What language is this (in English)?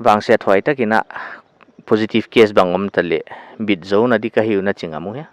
Paite Chin